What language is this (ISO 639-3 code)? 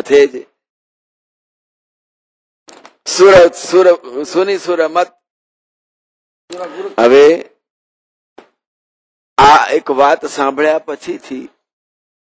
guj